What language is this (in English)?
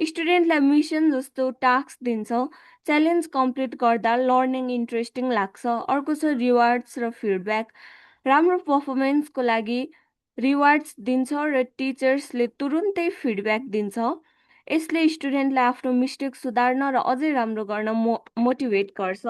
Nepali